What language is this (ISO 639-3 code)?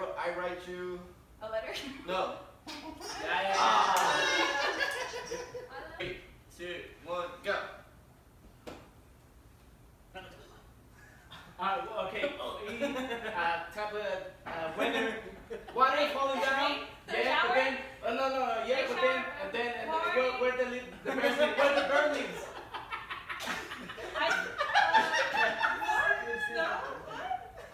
eng